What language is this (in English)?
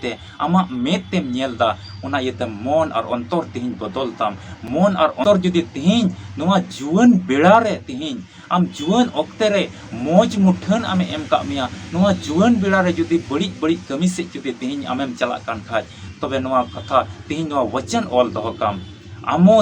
Santali